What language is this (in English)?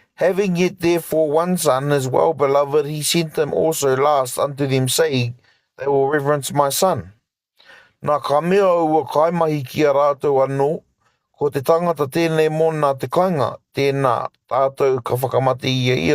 Māori